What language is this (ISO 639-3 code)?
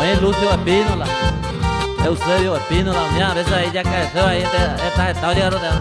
grn